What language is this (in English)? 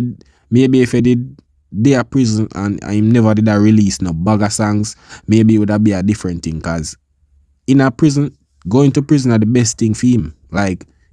Jamaican Creole English